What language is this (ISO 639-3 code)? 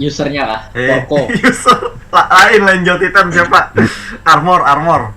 bjn